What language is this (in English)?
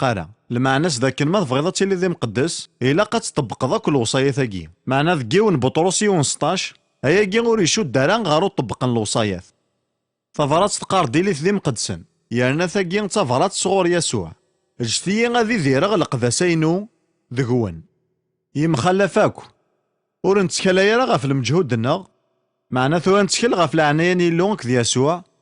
Kabyle